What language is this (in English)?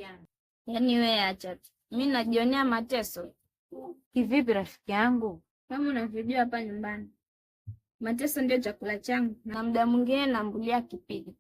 Swahili